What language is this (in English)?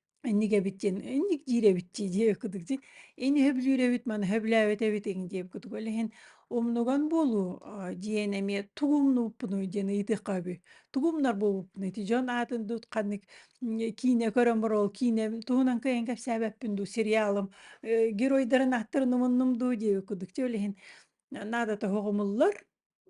Yakut